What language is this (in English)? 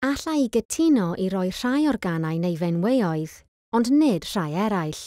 Welsh